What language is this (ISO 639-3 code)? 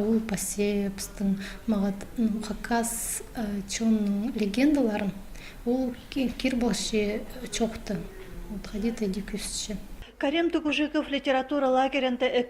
kjh